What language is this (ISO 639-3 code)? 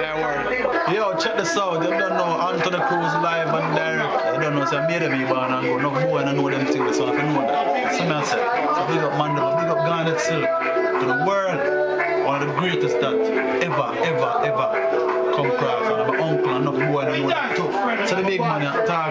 jam